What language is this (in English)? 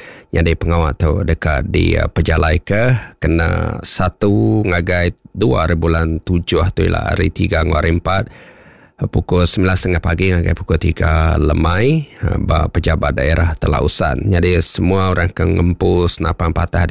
Iban